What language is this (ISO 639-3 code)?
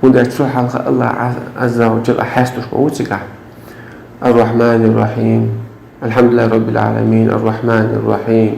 che